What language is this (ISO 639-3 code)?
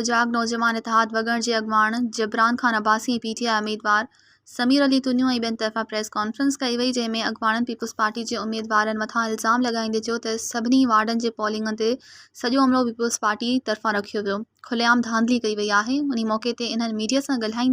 snd